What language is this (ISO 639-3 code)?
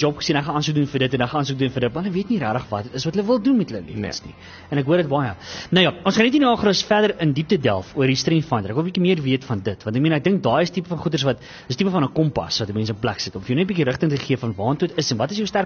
afr